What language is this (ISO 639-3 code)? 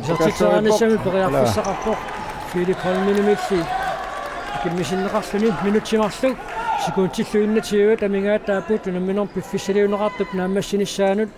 kal